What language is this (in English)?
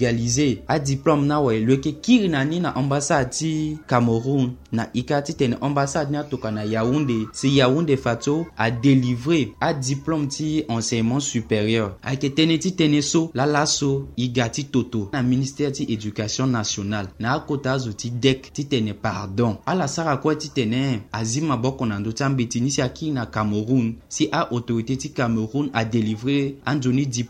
Sango